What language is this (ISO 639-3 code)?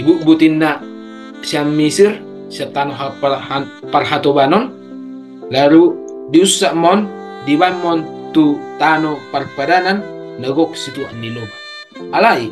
bbc